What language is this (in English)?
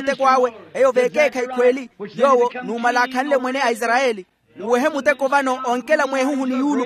Makhuwa